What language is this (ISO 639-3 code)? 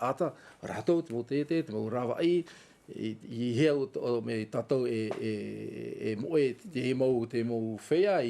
tah